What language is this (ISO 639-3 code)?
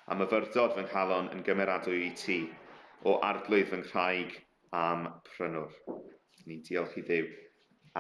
cym